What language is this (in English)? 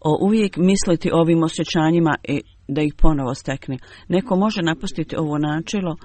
Bosnian